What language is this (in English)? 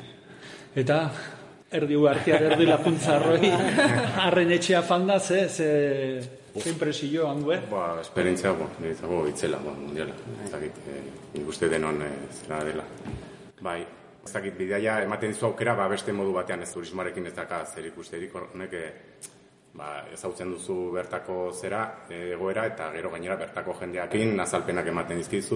Basque